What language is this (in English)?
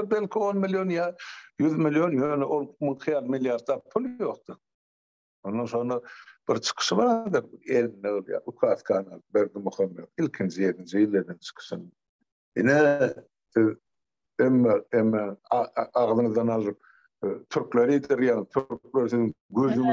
Turkmen